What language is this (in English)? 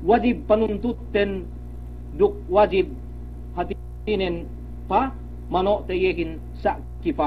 Yakan